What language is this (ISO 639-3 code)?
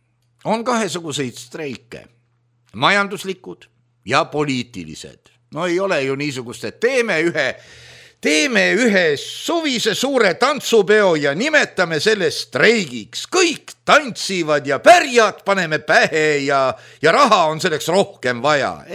est